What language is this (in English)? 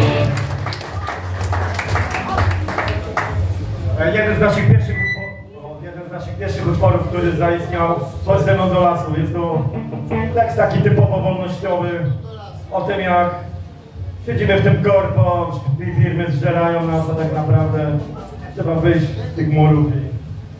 Polish